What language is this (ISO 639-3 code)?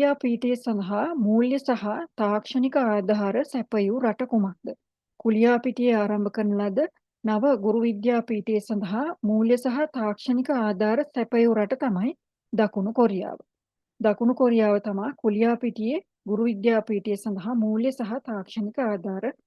sin